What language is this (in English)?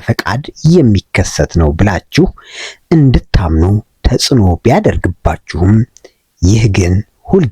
Amharic